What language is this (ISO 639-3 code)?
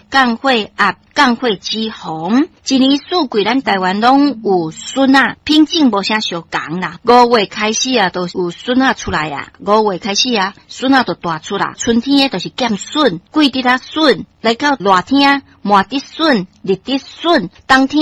nan